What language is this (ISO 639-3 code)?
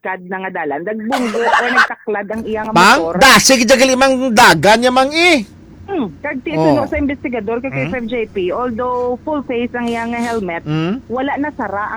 hil